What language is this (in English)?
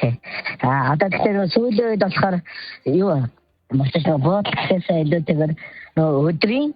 Mongolian